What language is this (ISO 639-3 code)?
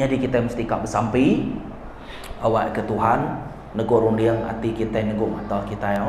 iba